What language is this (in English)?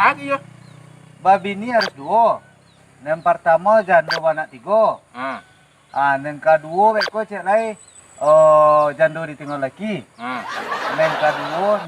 Minangkabau